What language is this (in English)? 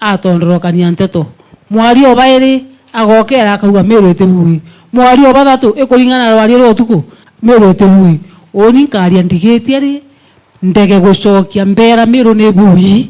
Meru